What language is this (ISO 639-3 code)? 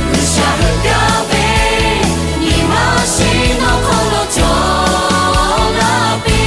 lhu